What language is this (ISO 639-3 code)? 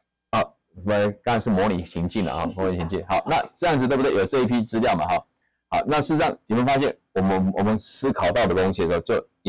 zho